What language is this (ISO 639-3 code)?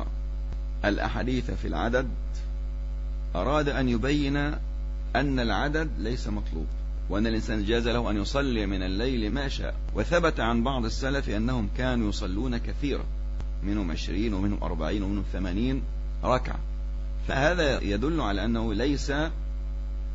ara